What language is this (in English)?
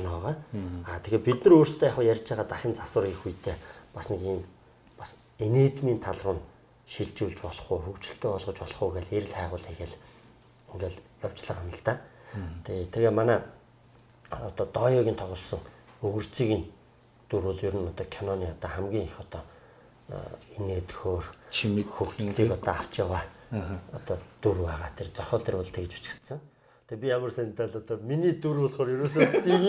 Mongolian